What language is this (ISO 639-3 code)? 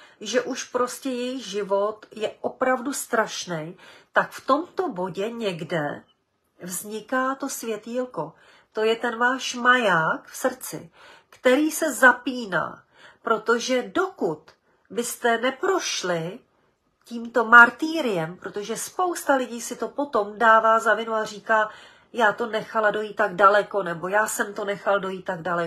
ces